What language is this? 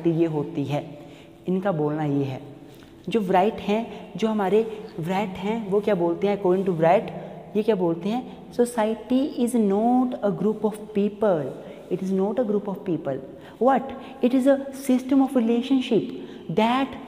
Hindi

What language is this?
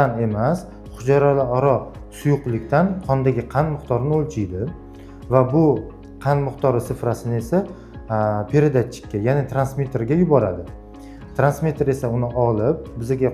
Uzbek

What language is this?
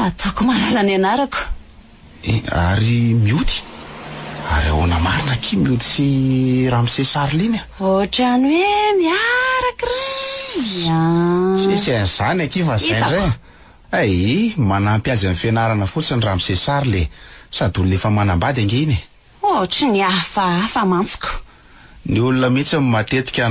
Malagasy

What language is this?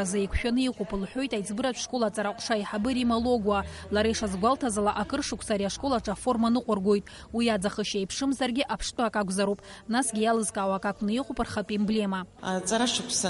Abkhazian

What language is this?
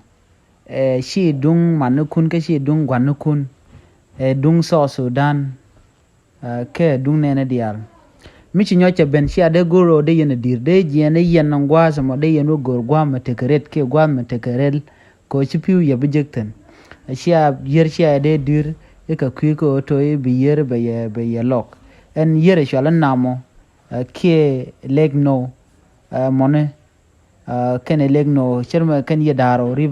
Nuer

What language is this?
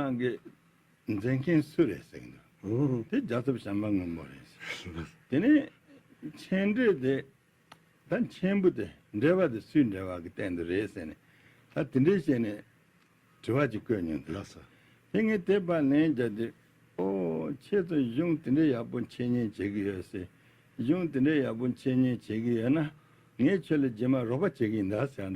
Tibetan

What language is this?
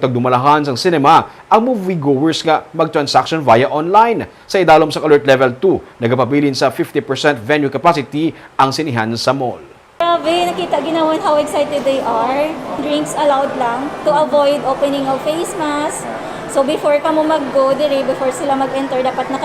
Hiligaynon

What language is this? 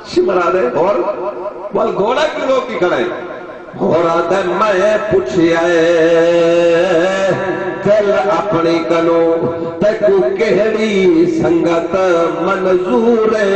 Saraiki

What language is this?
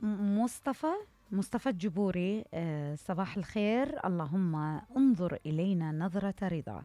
Mesopotamian Arabic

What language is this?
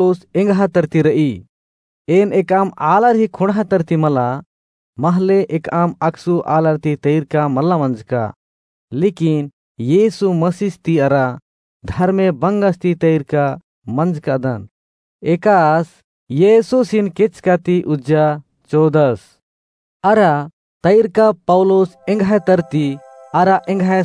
Kurukh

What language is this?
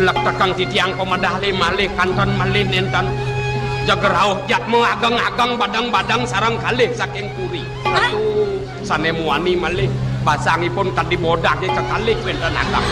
Balinese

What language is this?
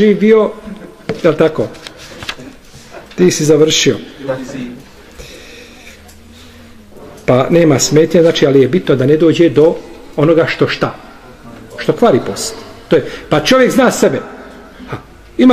Bosnian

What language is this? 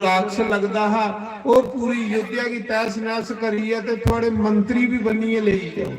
Dogri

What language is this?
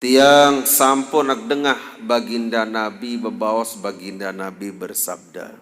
Sasak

